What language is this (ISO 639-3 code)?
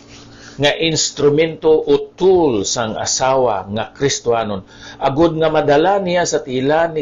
hil